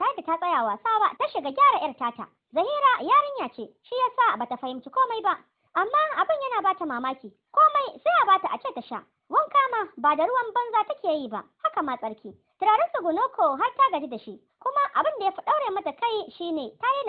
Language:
Hausa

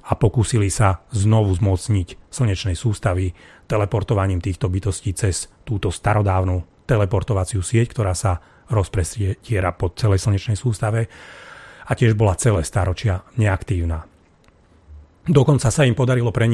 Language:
Slovak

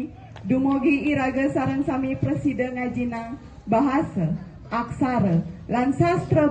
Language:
Balinese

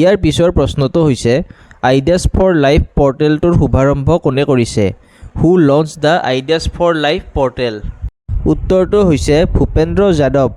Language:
Assamese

